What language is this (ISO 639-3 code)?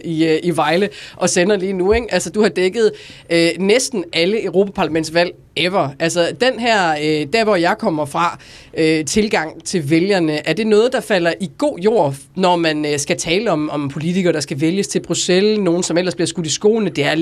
dan